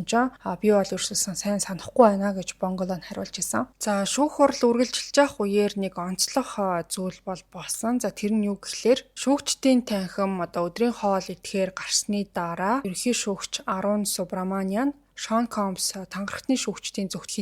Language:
Mongolian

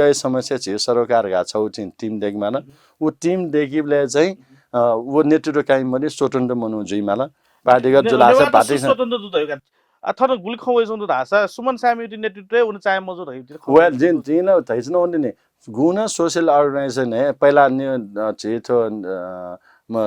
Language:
Newari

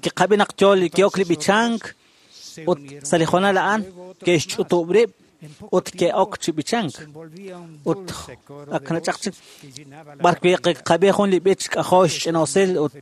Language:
Kekchí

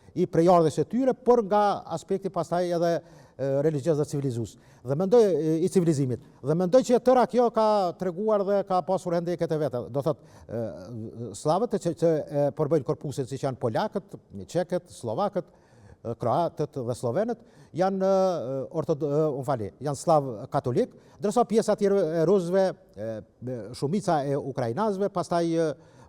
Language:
Albanian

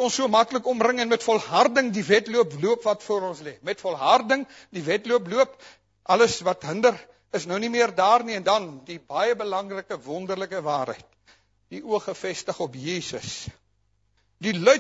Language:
Afrikaans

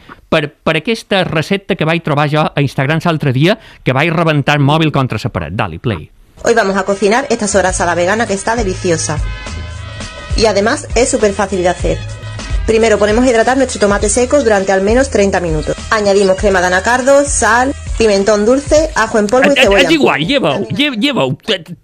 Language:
Catalan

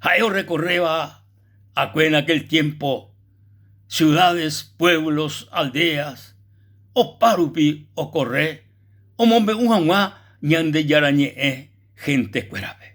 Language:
Guarani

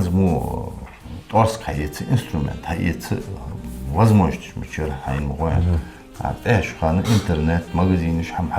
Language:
Ingush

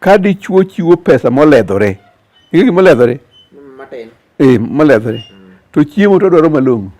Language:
Luo (Kenya and Tanzania)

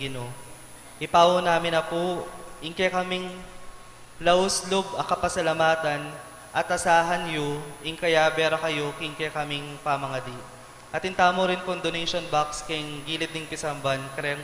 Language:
Pampanga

